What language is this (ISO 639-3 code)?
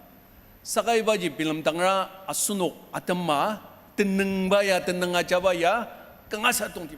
njo